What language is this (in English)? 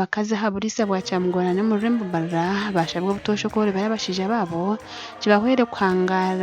Nyankole